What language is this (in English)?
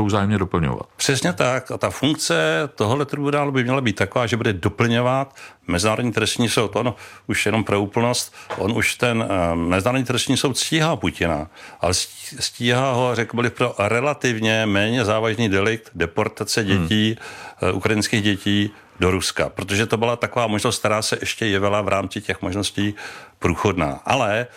Czech